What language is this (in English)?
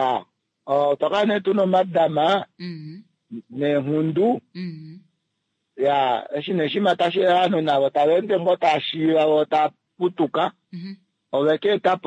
Kuanyama